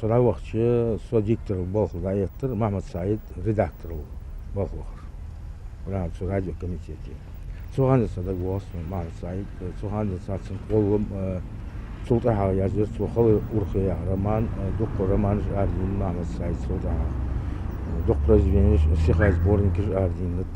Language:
Ingush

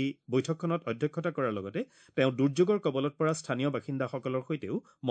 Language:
Assamese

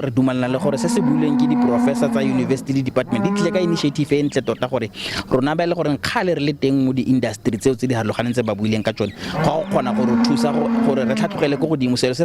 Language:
Tswana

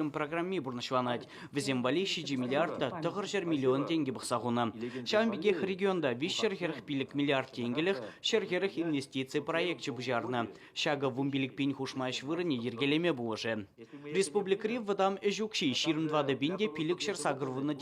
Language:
Chuvash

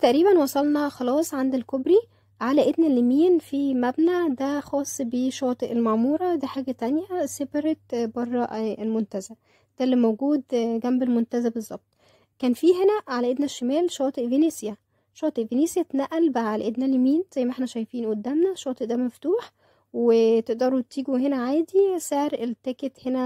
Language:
Egyptian Arabic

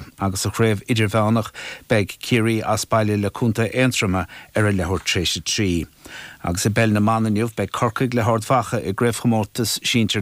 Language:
Irish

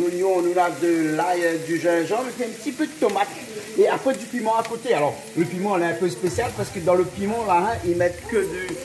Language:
Réunion Creole French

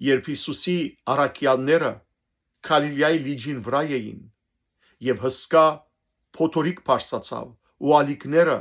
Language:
Western Armenian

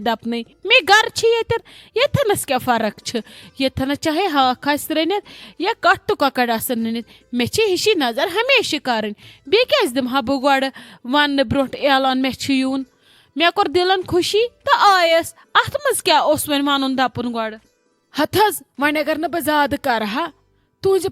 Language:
Kashmiri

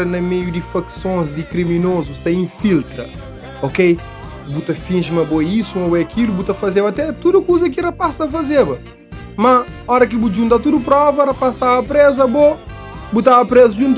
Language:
Kabuverdianu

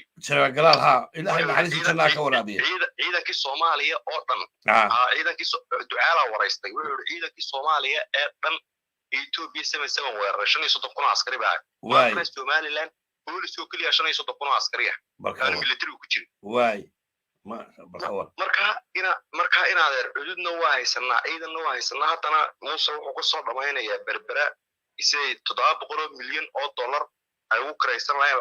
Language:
Somali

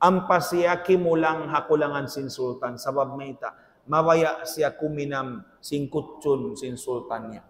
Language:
Tausug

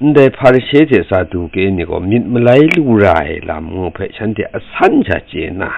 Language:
Kachin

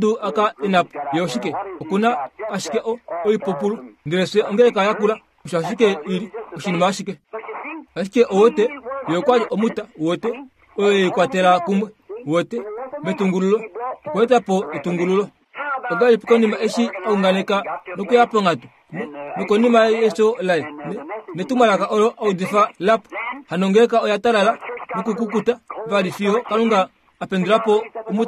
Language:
Kuanyama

